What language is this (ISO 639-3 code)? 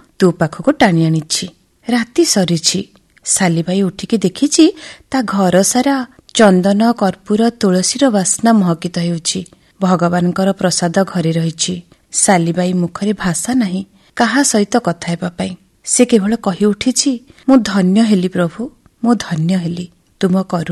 ori